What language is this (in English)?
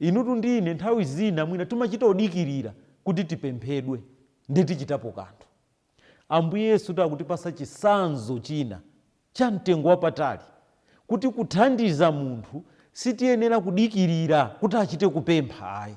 Nyanja